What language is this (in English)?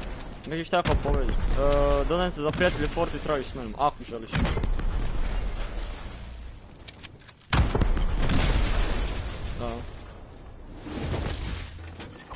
Croatian